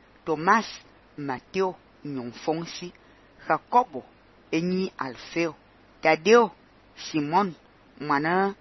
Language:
Fang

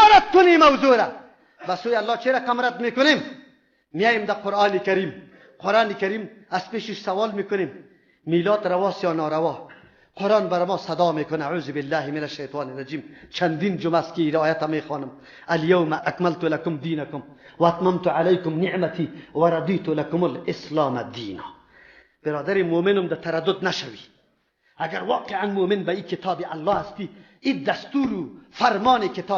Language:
Persian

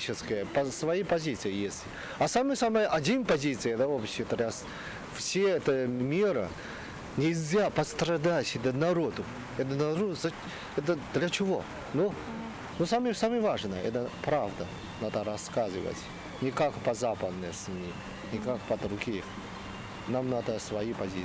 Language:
Ossetic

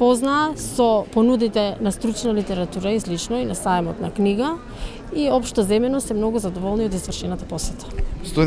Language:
Macedonian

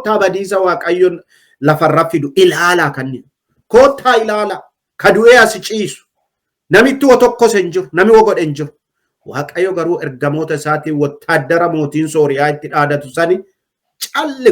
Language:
Oromo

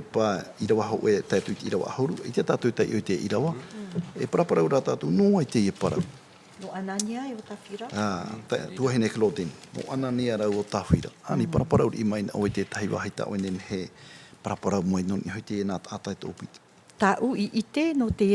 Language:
Tahitian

